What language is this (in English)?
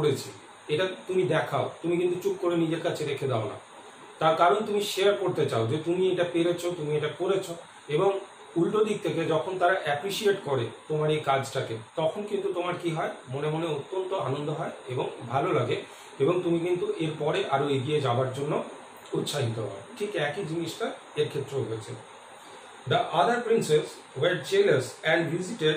Bangla